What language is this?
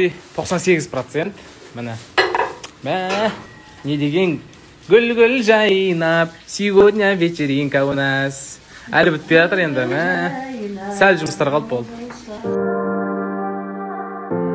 Kazakh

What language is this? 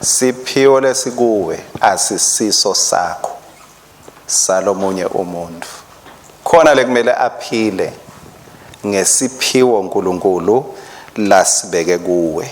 Swati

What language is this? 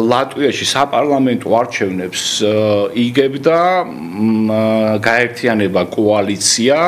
Georgian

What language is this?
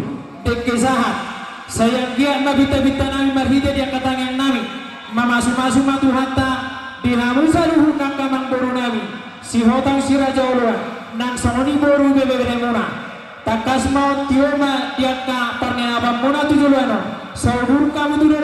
Batak Toba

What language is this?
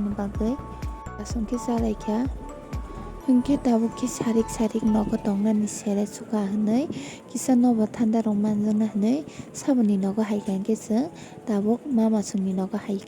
Kok Borok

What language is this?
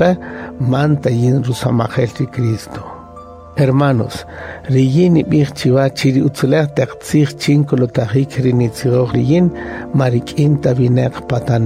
Kaqchikel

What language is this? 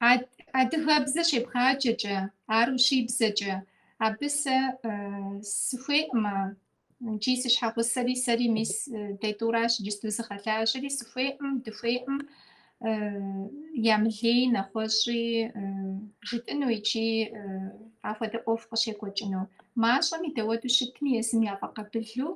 Kabardian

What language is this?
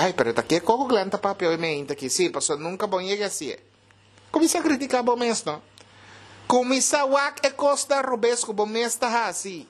Papiamento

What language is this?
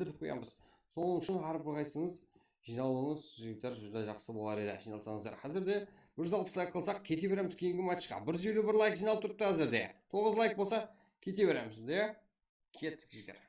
Kara-Kalpak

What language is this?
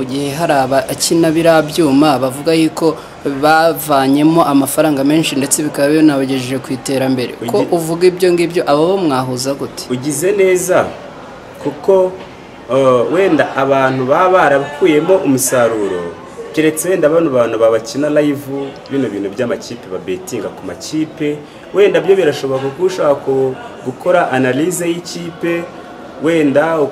Kinyarwanda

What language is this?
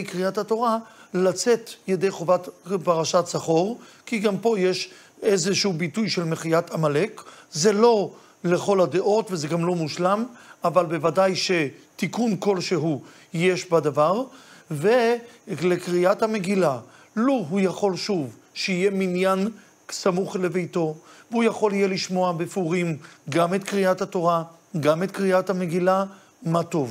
Hebrew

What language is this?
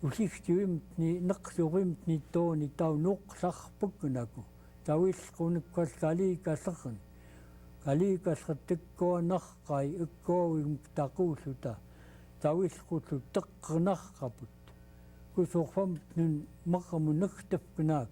Central Yupik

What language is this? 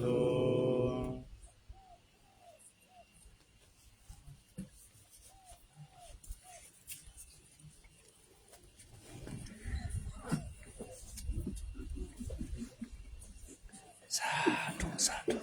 Pali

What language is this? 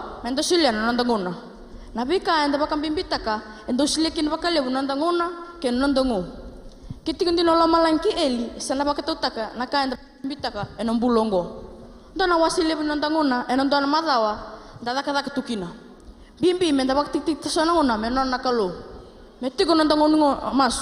Fijian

